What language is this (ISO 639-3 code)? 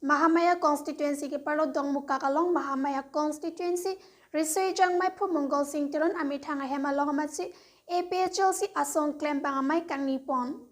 mjw